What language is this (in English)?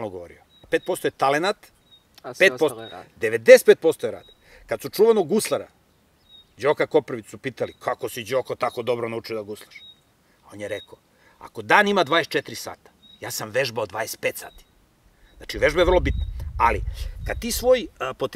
Serbian